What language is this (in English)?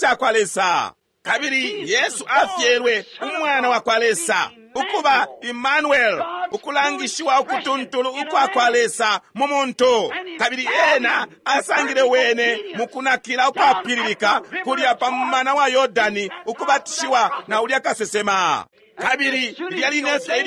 Bemba